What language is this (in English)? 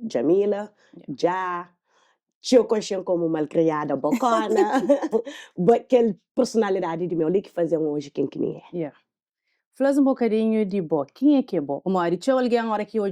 Kabuverdianu